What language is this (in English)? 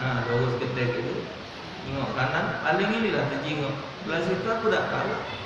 Musi